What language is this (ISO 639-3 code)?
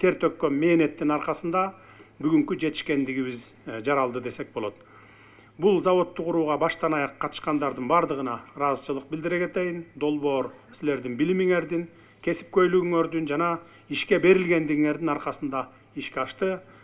kir